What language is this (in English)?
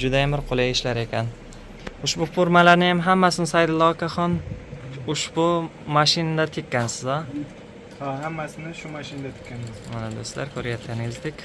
Uzbek